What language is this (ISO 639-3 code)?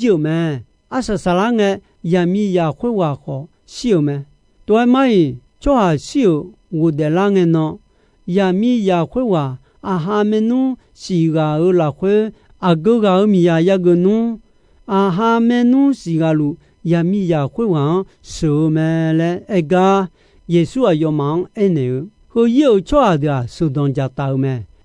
ahk